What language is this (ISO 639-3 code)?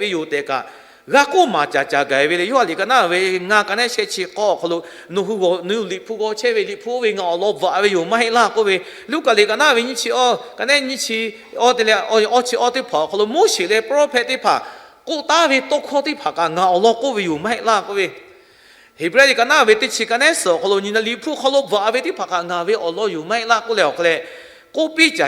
lhu